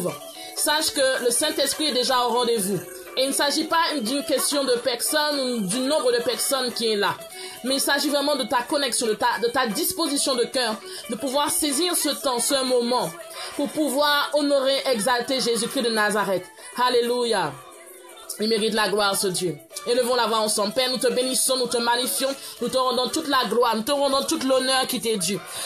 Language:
French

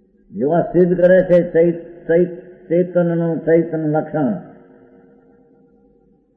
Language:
Gujarati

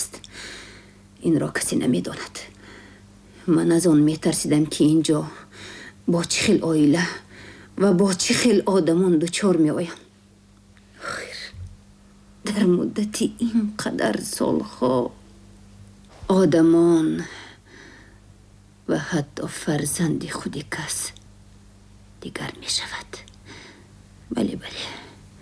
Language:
Tajik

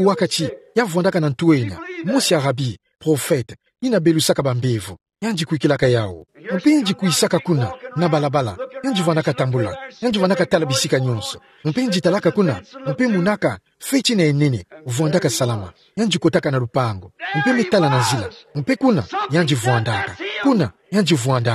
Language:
Kituba (Democratic Republic of Congo)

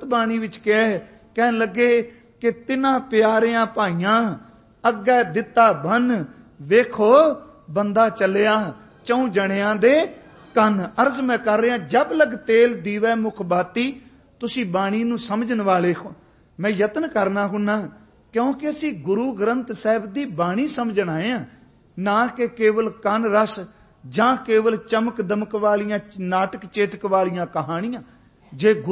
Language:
Punjabi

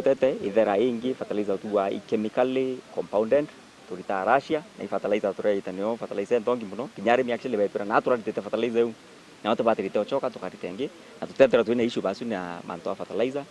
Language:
Meru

